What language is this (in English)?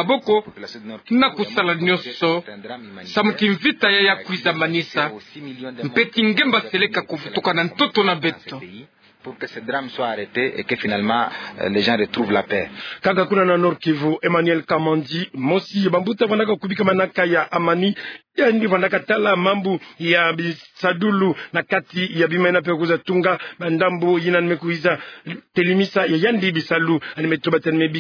Kituba (Democratic Republic of Congo)